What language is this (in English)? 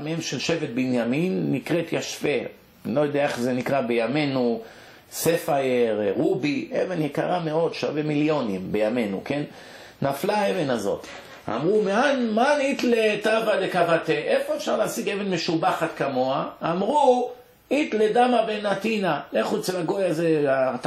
Hebrew